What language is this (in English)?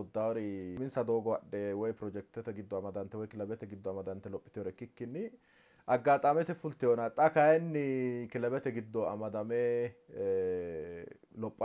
Sidamo